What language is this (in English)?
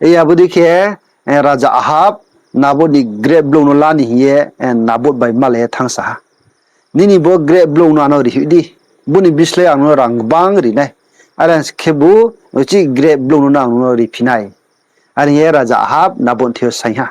Riang (India)